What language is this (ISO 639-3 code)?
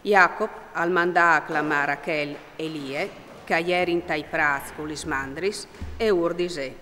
fur